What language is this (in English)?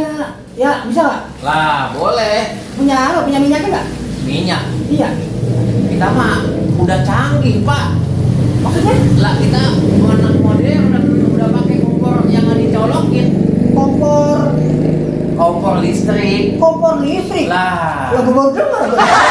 Betawi